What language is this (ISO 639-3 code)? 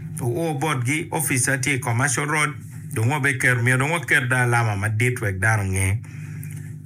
ach